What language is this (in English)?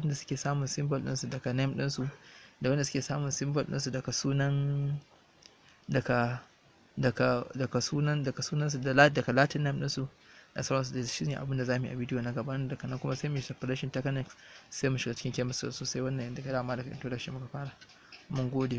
Hausa